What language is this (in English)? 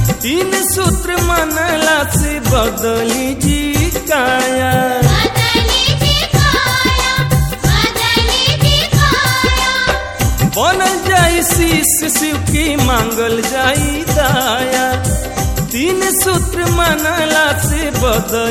Bhojpuri